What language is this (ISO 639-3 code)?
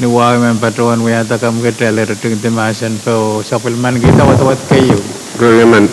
pon